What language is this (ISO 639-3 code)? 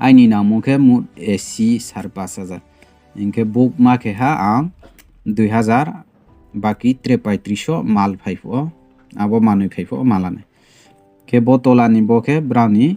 ria